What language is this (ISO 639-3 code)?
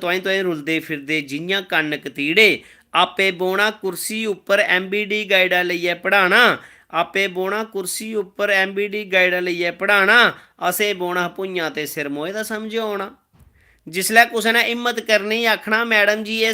doi